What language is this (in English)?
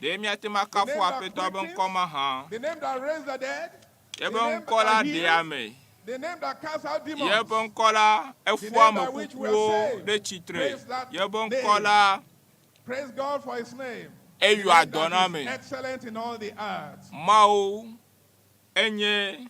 Ewe